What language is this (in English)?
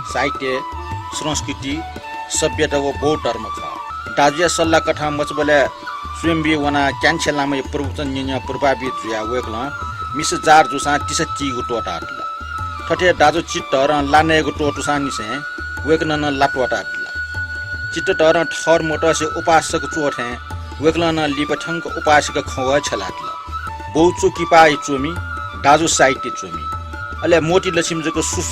Newari